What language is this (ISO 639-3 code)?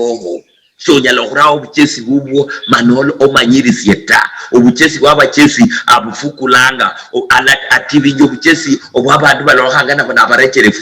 luy